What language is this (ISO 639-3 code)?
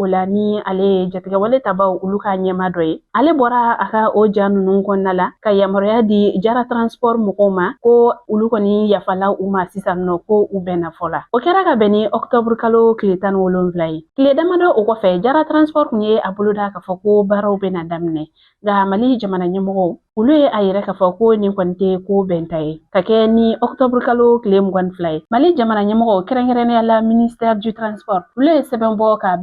bam